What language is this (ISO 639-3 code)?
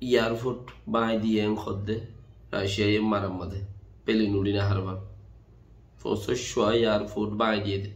rhg